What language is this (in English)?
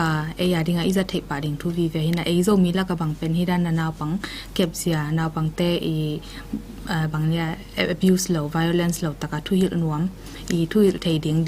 Tedim Chin